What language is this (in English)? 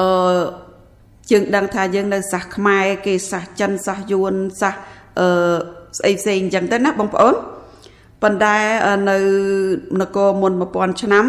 Khmer